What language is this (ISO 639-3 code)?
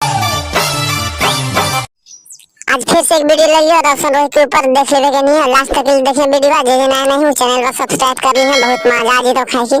mag